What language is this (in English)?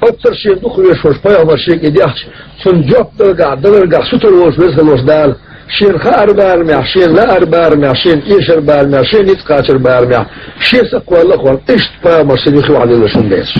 Chechen